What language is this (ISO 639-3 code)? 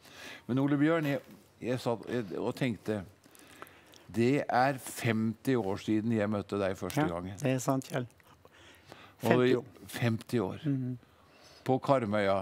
nor